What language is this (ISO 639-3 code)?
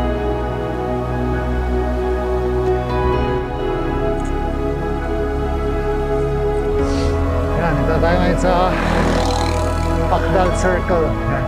fil